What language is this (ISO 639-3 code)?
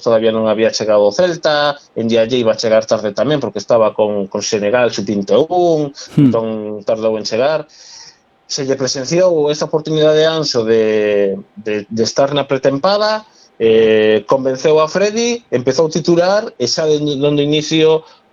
glg